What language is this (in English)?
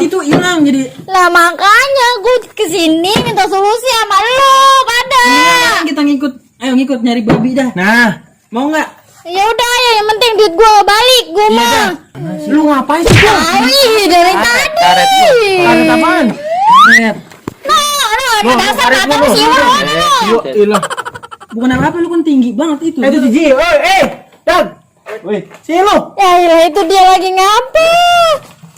Betawi